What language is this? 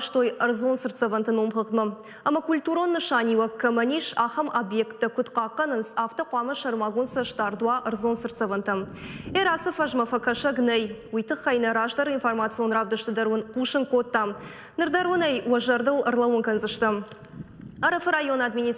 Ossetic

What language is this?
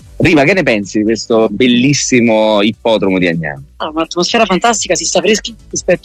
Italian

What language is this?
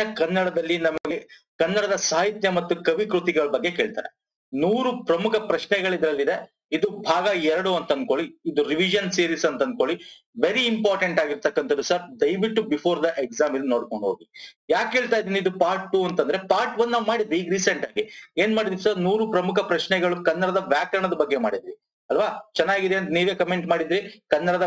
Kannada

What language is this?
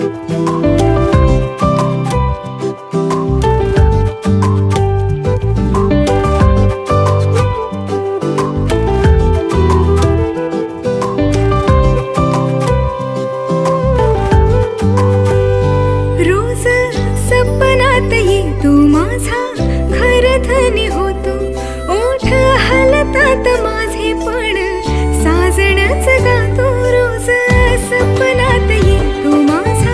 Marathi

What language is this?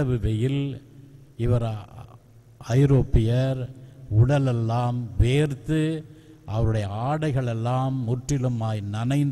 Tamil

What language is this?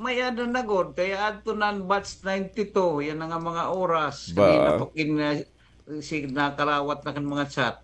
Waray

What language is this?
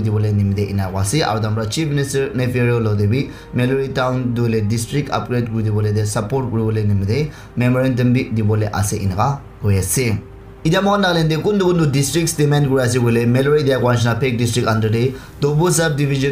Naga Pidgin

